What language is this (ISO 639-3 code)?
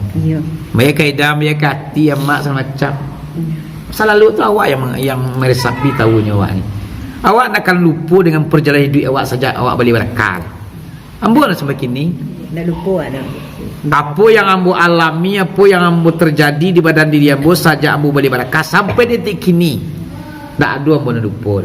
min